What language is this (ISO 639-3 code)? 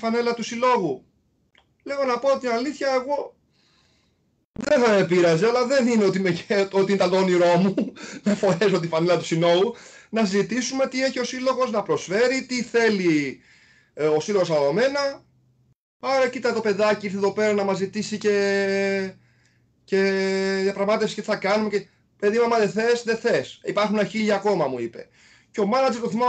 ell